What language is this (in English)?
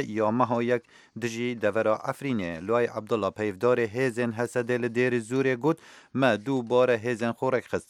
Kurdish